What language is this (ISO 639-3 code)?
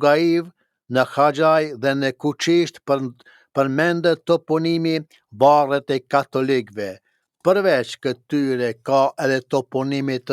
sqi